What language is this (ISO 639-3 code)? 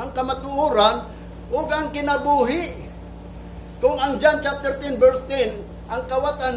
ceb